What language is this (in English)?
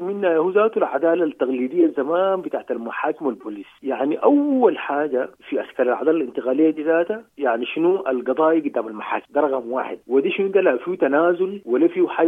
Sudanese Arabic